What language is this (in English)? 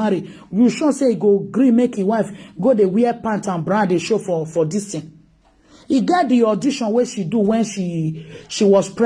Nigerian Pidgin